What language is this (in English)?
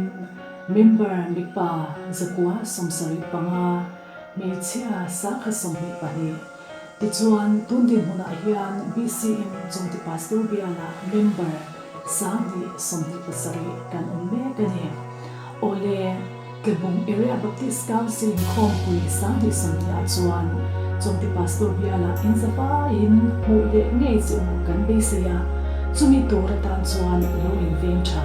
Mizo